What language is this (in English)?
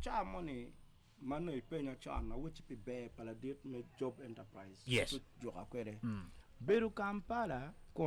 Acoli